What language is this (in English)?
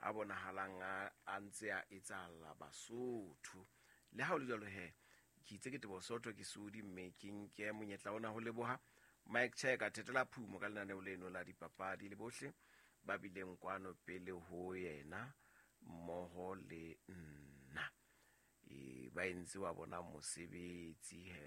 Southern Sotho